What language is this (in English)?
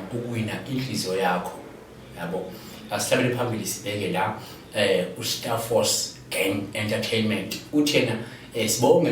Zulu